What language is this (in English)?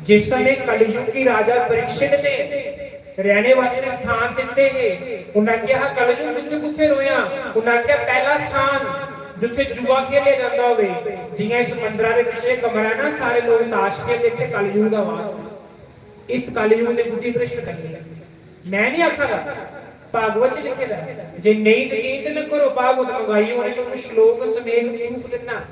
Dogri